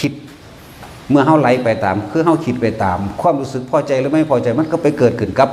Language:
Northeastern Thai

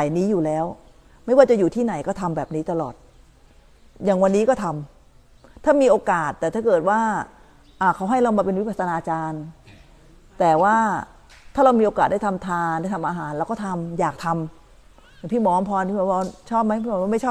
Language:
Thai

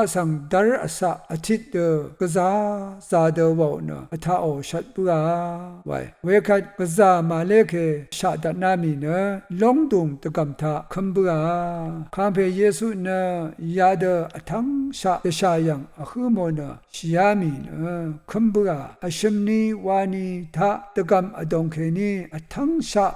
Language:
Rawang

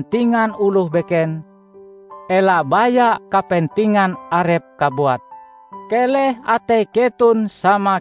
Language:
Ngaju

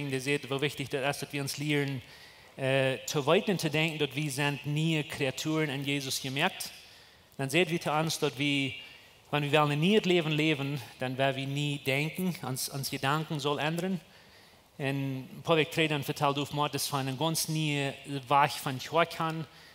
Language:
Plautdietsch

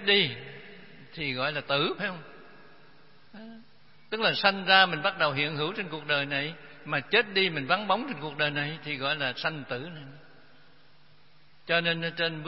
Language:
Vietnamese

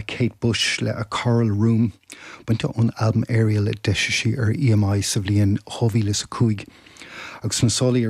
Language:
Irish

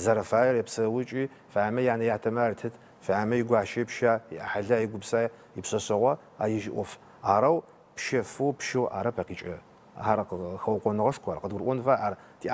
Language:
Adyghe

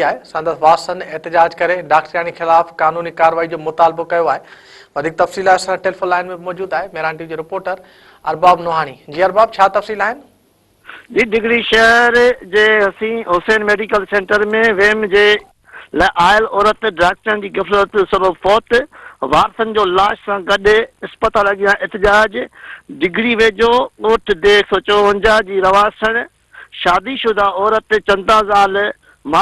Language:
Sindhi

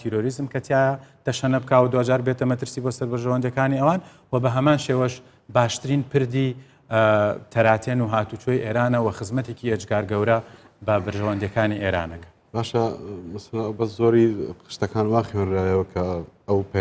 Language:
Central Kurdish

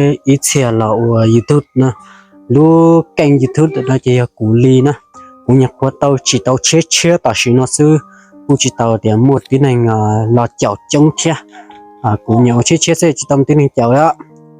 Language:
Hmong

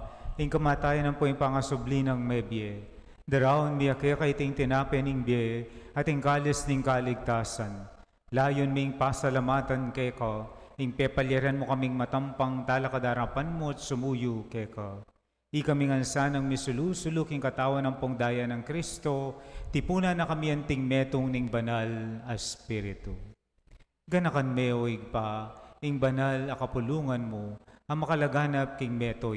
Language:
Pampanga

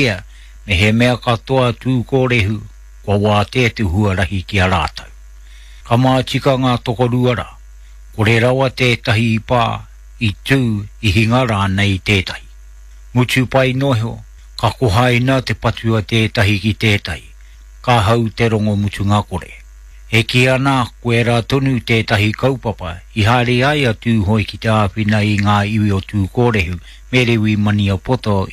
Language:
Māori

